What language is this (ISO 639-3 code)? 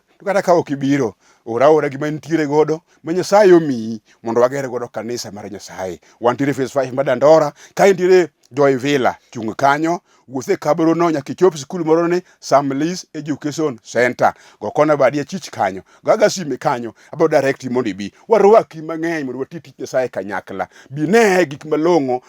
luo